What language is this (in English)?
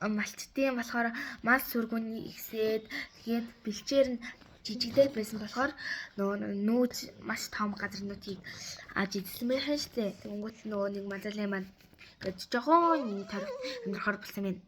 Mongolian